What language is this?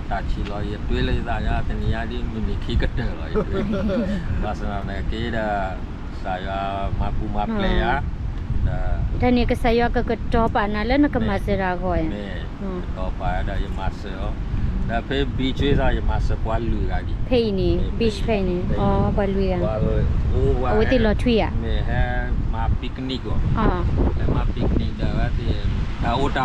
S'gaw Karen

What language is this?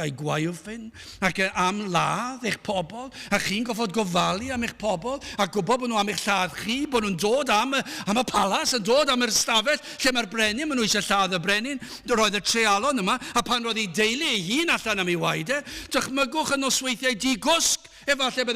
Welsh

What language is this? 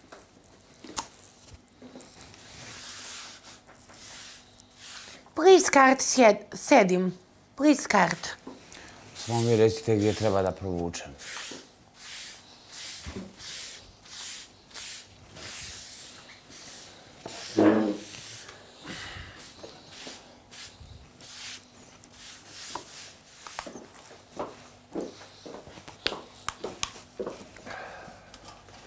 Bosnian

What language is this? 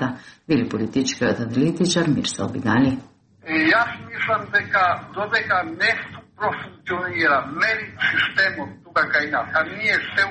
Macedonian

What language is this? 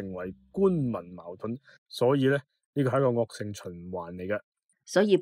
Cantonese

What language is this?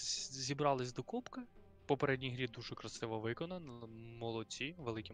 Ukrainian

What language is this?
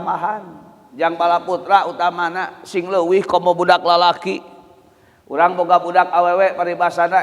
Sundanese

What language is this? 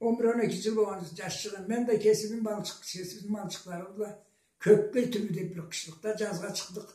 Karachay-Balkar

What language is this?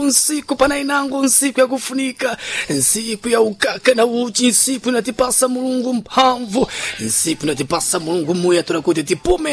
Sena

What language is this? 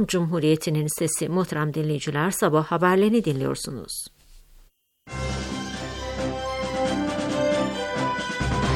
Turkish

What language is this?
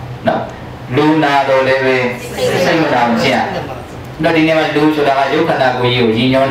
Burmese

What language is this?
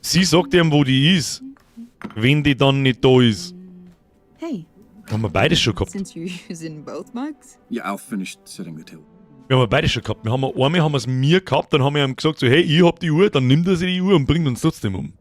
Bavarian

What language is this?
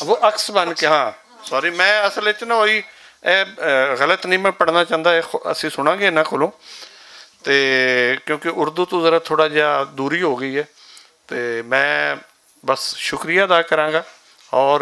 Western Panjabi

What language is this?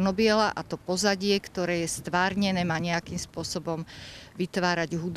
Slovak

